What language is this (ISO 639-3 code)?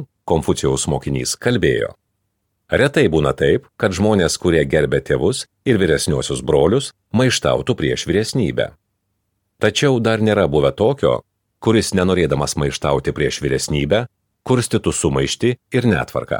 lit